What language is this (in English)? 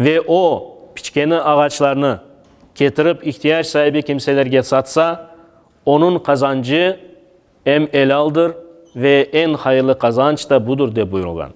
Crimean Tatar